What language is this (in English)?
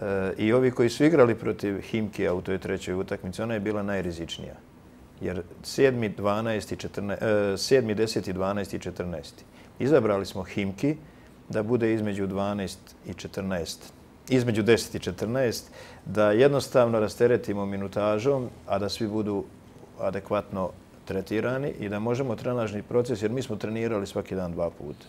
Bosnian